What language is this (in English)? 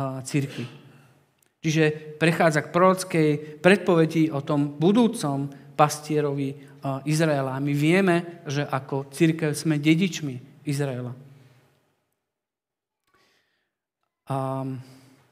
Slovak